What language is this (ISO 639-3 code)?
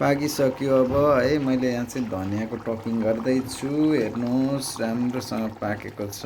nep